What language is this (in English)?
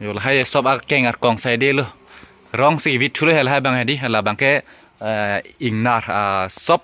Karbi